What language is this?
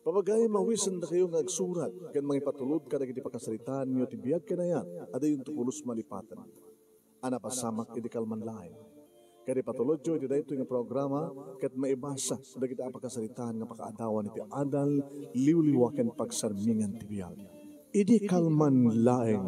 Iloko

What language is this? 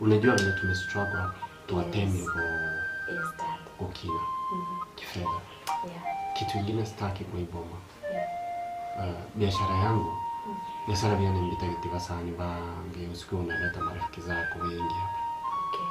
Gusii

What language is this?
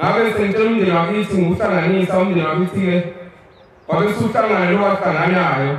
Zulu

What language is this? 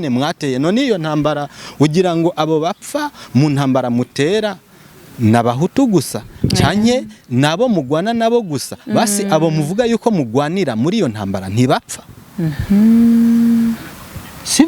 Rundi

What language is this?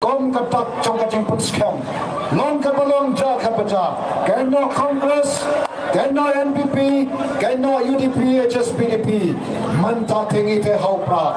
Khasi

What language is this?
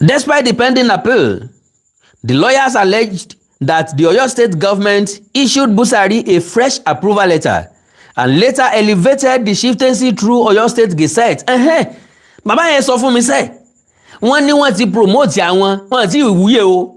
Yoruba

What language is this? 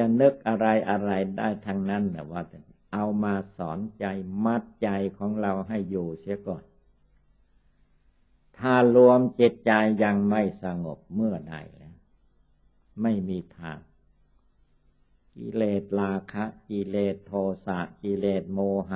Thai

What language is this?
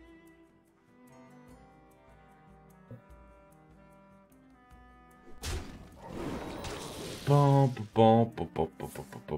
Polish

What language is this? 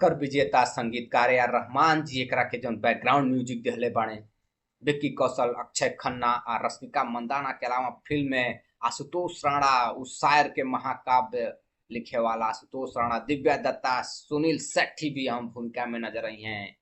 Bhojpuri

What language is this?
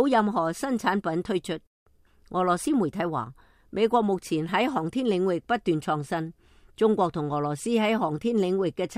Cantonese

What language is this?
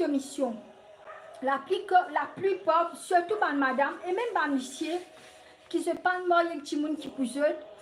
Morisyen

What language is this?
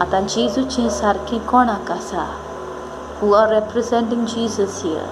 Konkani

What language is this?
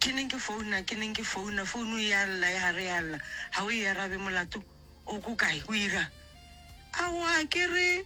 Northern Sotho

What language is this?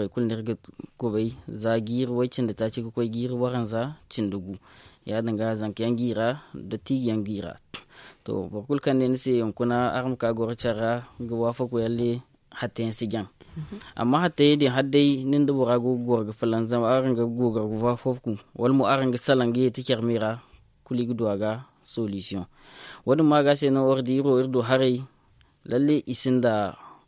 Zarma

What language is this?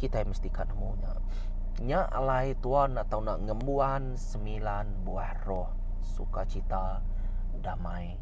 Iban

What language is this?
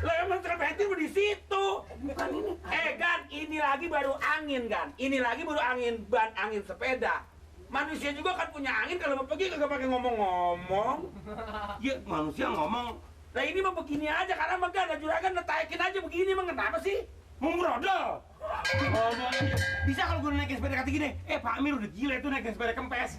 Betawi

